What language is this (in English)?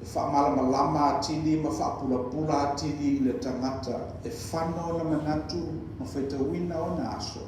Samoan